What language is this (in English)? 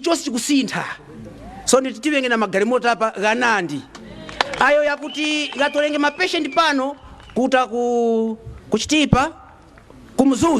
Nyanja